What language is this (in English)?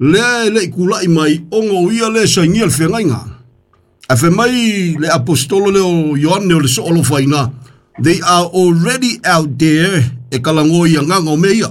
Samoan